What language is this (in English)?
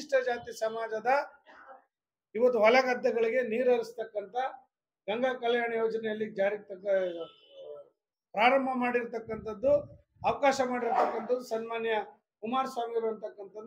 Kannada